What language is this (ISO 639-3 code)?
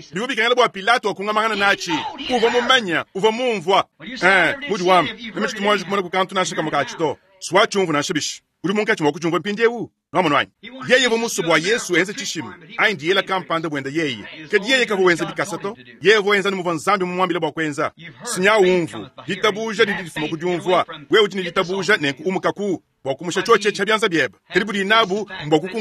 lua